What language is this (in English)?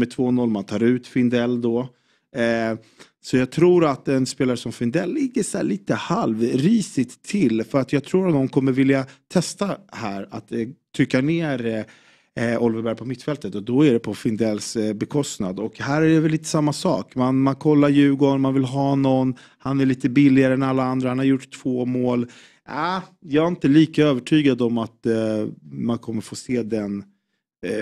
Swedish